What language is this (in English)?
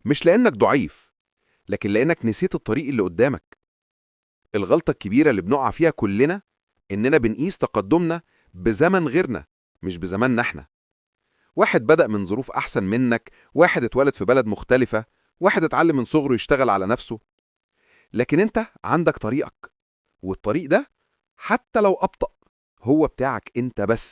Egyptian Arabic